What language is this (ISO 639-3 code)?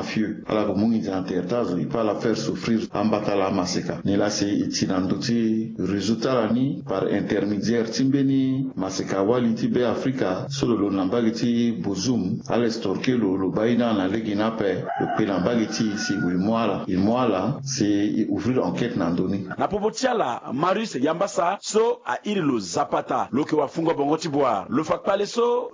sag